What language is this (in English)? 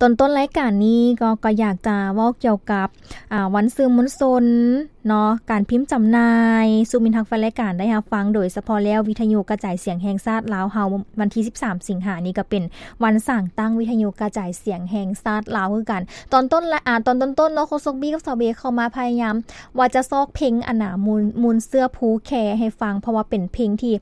Lao